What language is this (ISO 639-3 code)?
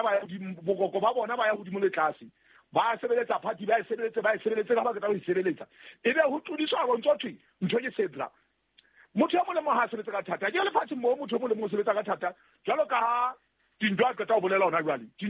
sot